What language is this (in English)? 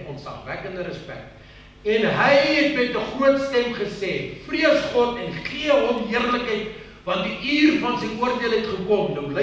Afrikaans